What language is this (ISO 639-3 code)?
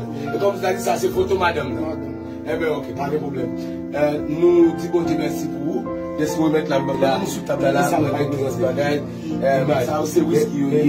hat